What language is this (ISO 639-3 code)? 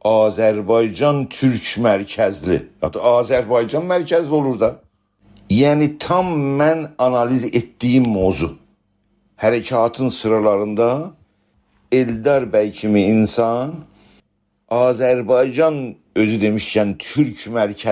azb